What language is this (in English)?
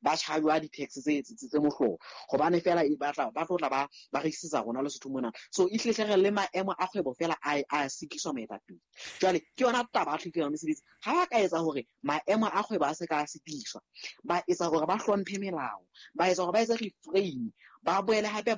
Southern Sotho